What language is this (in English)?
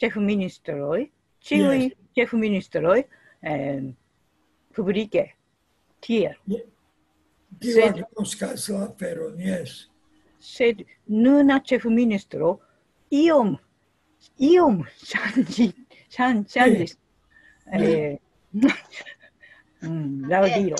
Esperanto